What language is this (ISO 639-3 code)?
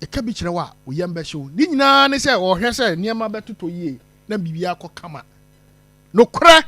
aka